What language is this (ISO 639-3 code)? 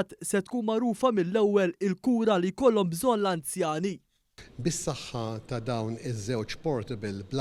mlt